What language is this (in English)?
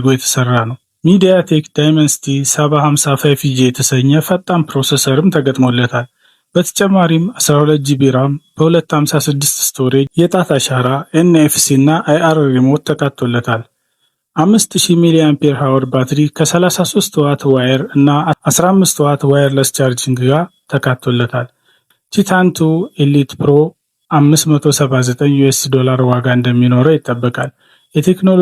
Amharic